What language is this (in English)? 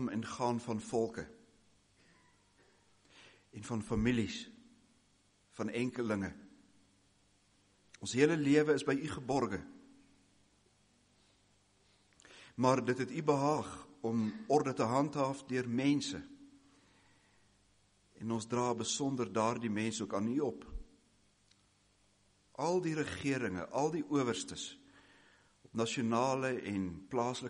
Afrikaans